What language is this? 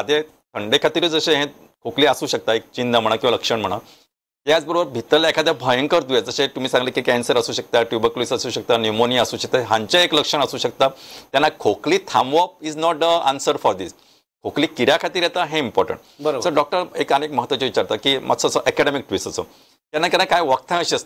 Konkani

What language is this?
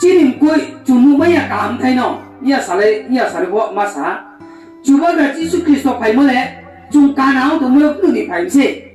Riang (India)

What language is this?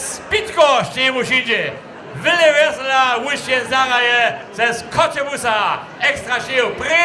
Upper Sorbian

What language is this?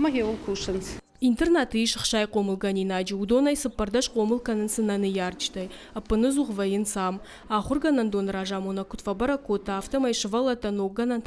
Ossetic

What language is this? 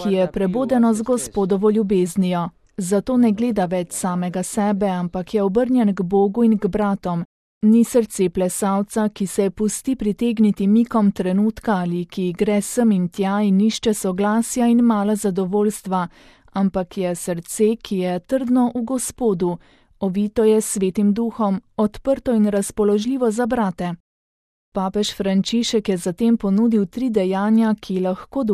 Slovenian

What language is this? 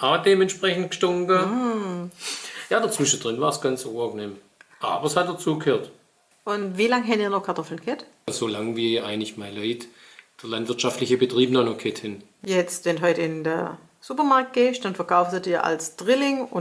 Swabian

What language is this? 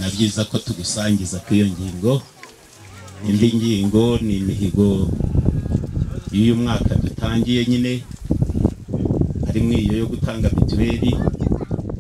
Kinyarwanda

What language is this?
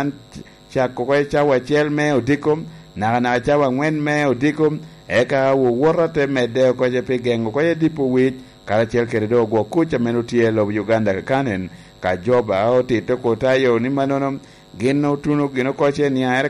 Lango (Uganda)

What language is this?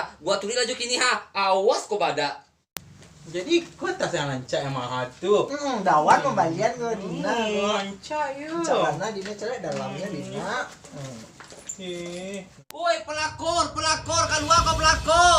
Minangkabau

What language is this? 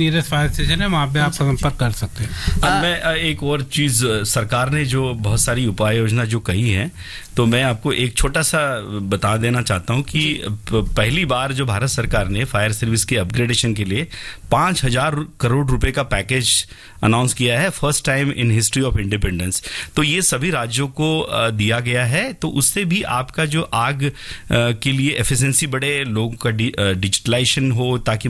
Hindi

